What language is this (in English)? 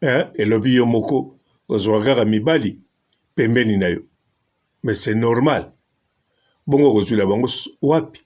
Lingala